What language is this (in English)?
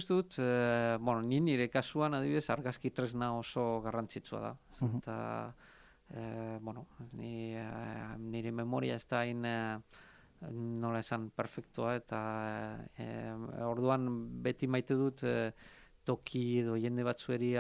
Basque